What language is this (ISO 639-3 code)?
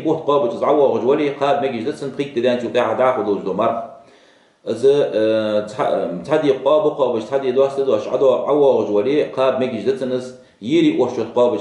inh